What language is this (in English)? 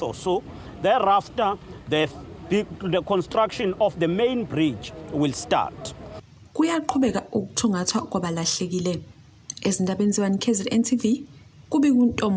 Zulu